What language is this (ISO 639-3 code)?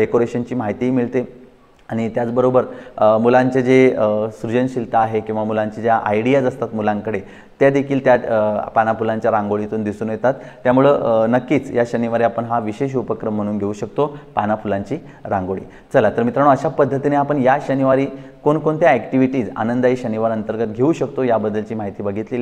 mar